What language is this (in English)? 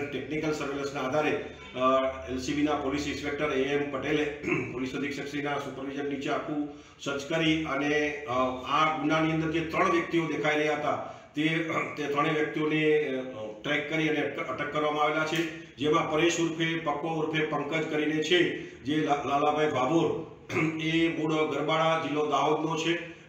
Gujarati